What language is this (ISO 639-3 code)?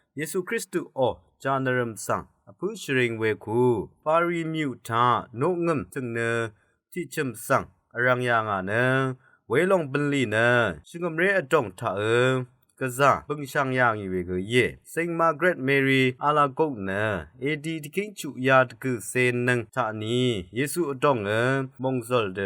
raw